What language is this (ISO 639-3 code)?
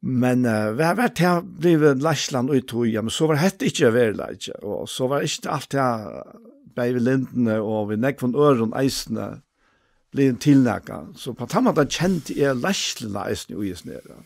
fao